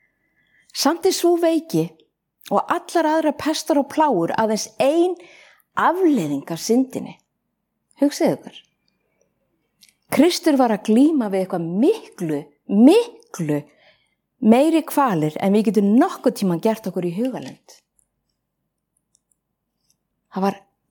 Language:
Icelandic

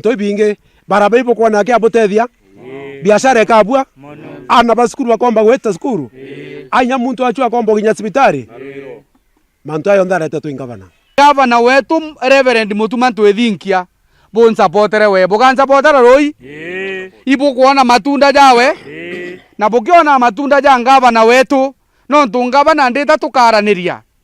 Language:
Meru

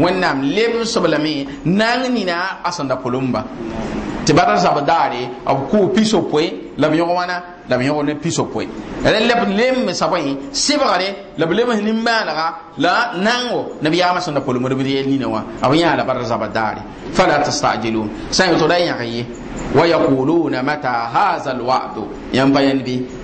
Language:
Mossi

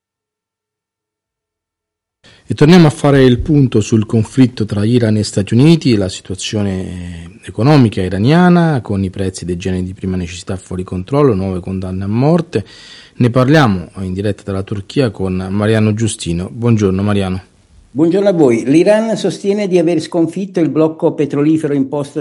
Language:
Italian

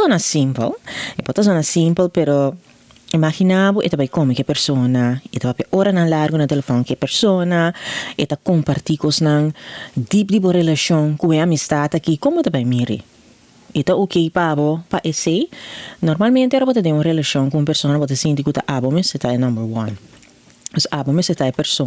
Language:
Papiamento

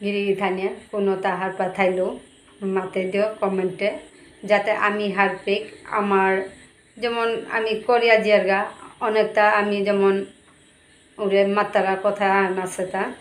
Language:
Bishnupriya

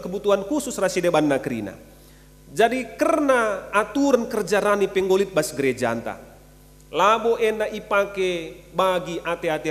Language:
Batak Karo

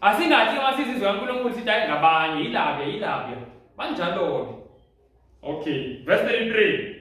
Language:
Zulu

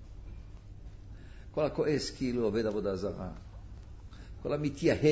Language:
Hebrew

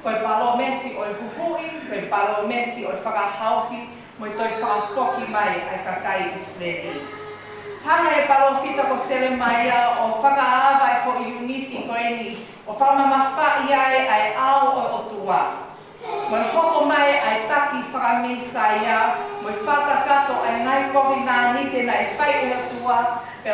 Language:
Tongan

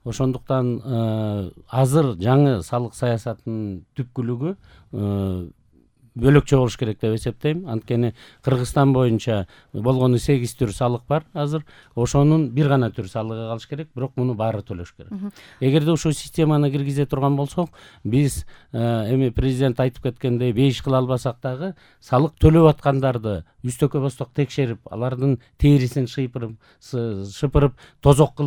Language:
Kyrgyz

